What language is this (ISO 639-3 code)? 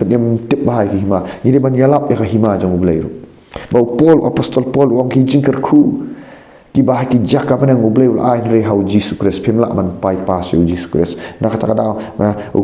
kha